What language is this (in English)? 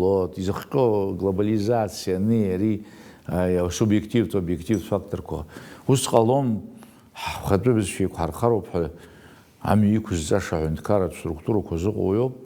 Abkhazian